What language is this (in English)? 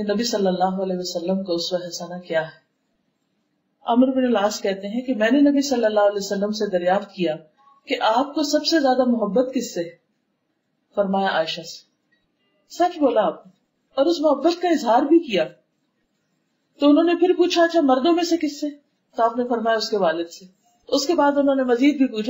Urdu